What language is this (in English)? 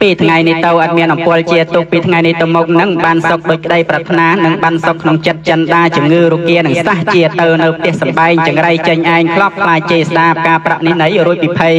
Khmer